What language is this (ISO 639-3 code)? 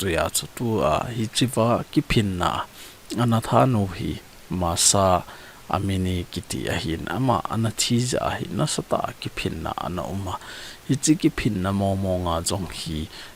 tcz